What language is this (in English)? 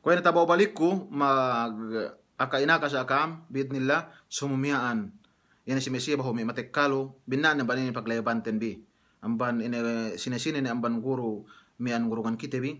Yakan